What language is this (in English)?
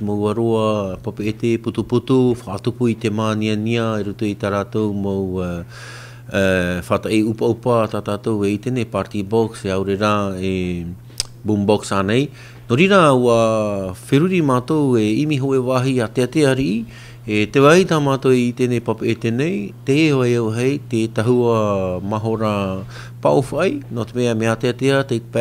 Tahitian